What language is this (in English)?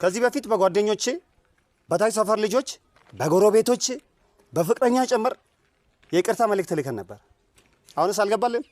Amharic